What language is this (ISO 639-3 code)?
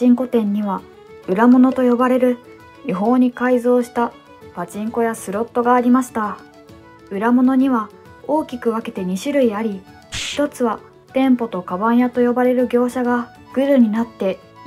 jpn